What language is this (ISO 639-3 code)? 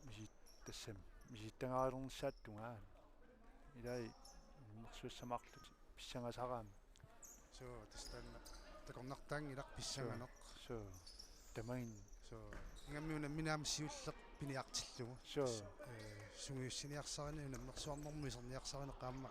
kal